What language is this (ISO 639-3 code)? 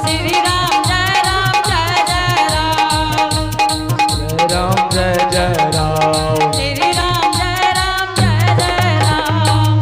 anp